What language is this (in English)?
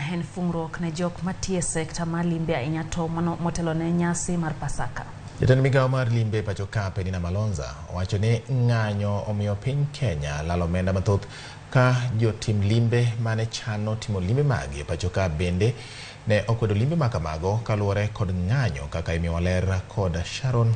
Luo (Kenya and Tanzania)